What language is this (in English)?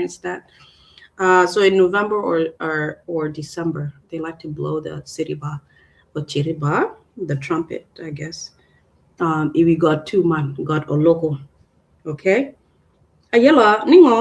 Acoli